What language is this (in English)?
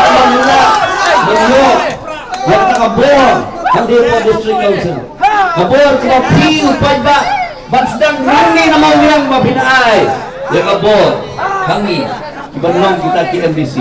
Khasi